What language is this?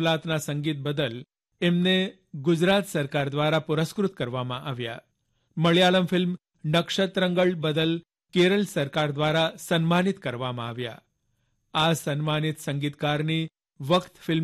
Gujarati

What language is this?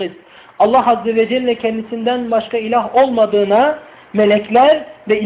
Turkish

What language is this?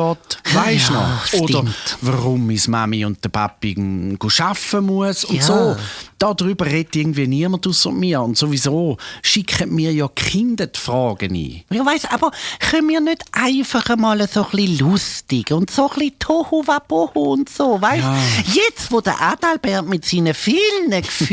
Swiss German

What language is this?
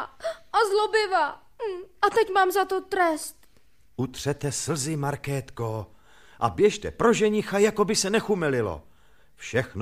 Czech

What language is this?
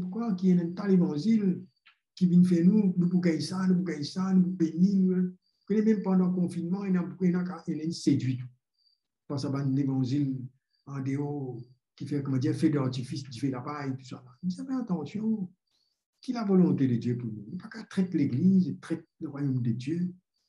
Morisyen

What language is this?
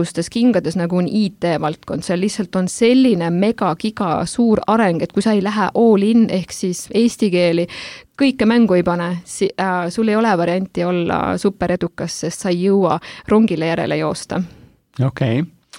Estonian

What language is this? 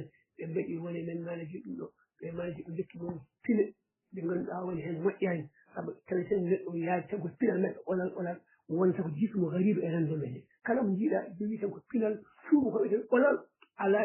Fula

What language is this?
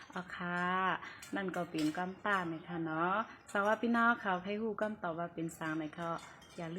Shan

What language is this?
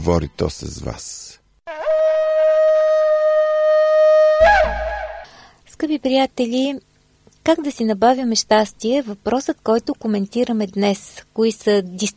Bulgarian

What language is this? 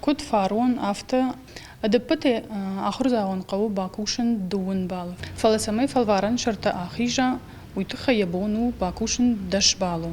Ossetic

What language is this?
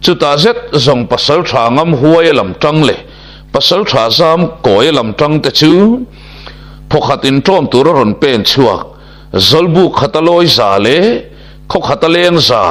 Mizo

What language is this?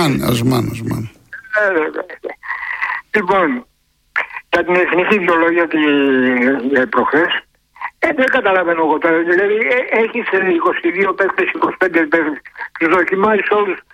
Greek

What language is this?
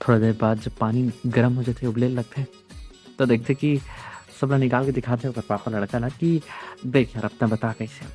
Chhattisgarhi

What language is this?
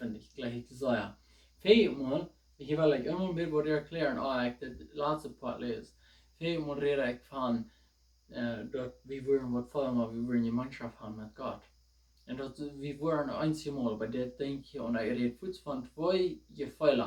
Plautdietsch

